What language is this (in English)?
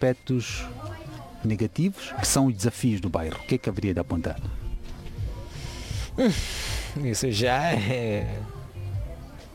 Portuguese